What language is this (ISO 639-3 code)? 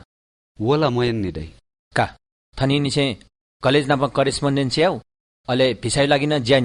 new